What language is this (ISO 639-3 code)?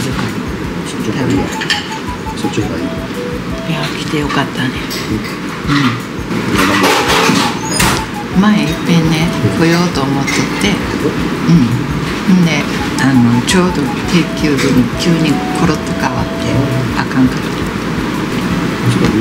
jpn